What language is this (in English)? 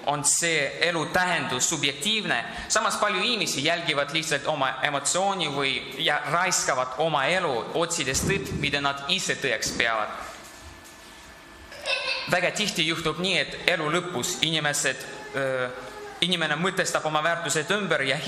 Estonian